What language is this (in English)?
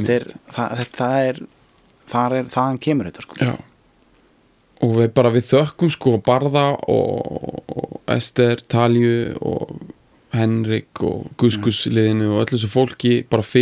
Icelandic